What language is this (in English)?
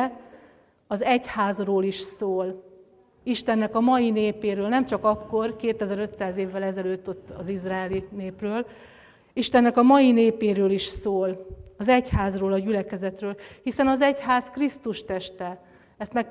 Hungarian